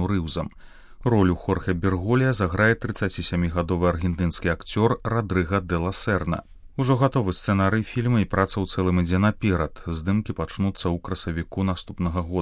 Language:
Belarusian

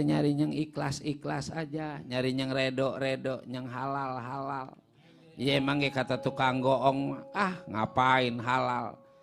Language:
Betawi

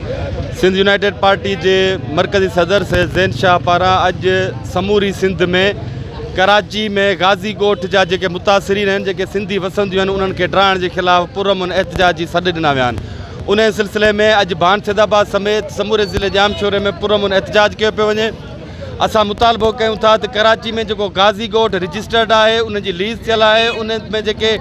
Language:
Sindhi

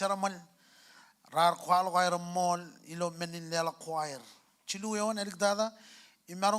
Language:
Marshallese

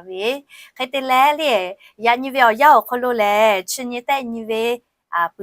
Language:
Lahu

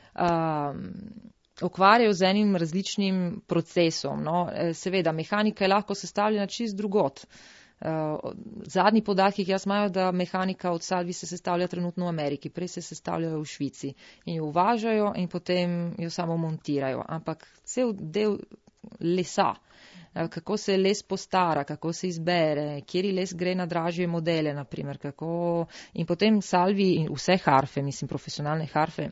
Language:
Slovenian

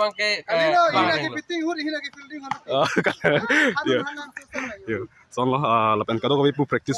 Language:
Karbi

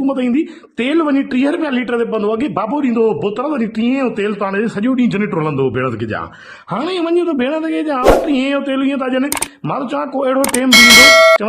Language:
Sindhi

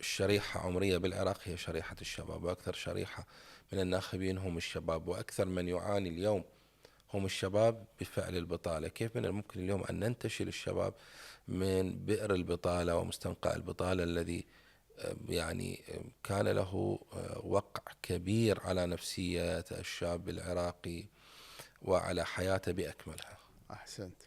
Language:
Mesopotamian Arabic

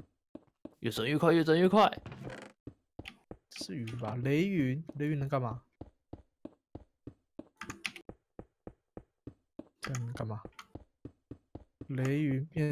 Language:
Chinese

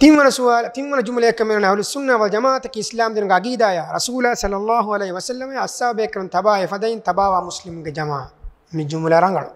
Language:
Divehi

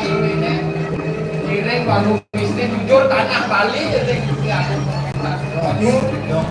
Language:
Balinese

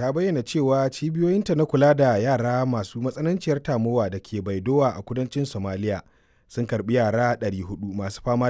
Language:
Hausa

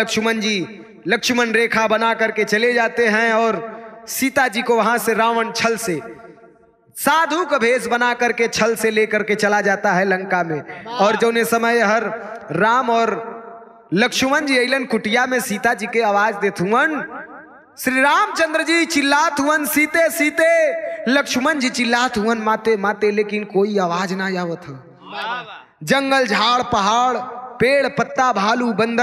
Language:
Bhojpuri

